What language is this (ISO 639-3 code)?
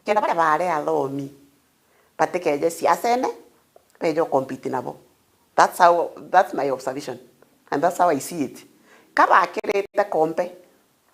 mer